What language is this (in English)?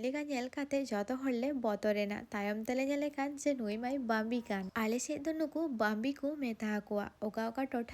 Santali